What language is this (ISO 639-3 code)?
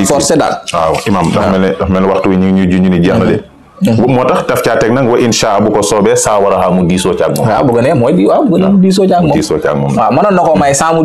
wol